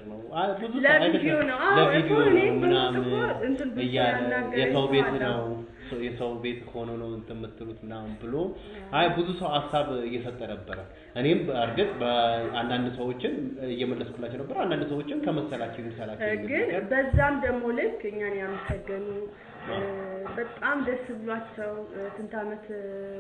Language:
Amharic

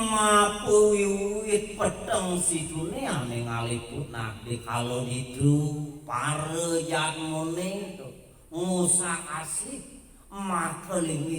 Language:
Balinese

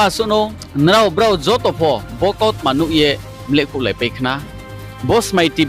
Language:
Riang (India)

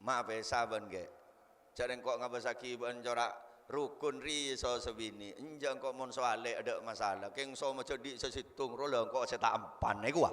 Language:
Madurese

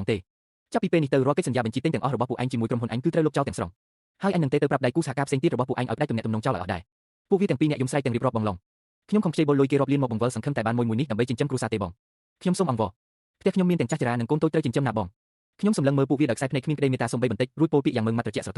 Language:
Khmer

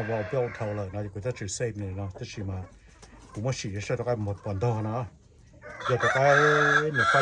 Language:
Hmong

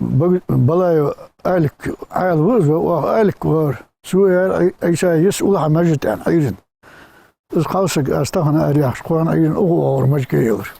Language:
Ingush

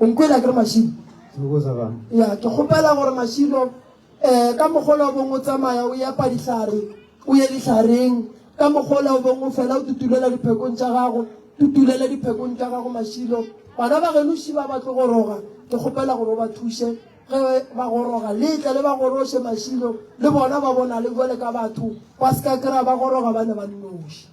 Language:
Northern Sotho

